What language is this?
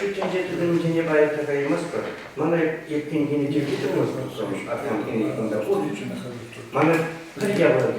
Chuvash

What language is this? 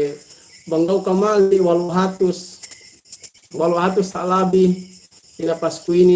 Yakan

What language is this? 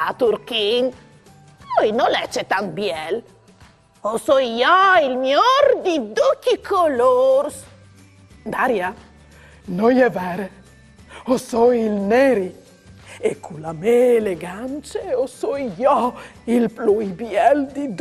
Friulian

